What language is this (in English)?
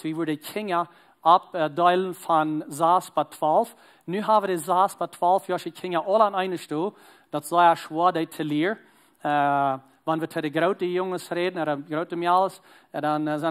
Plautdietsch